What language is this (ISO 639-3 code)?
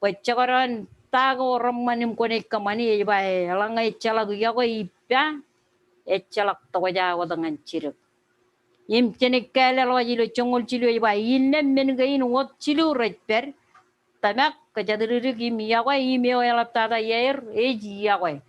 mah